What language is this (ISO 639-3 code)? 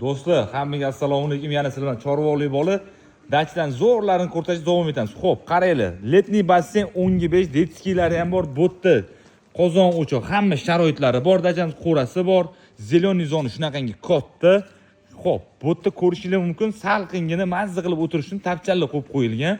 uzb